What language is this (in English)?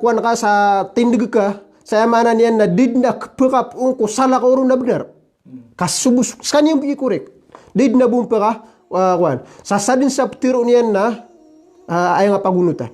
Maranao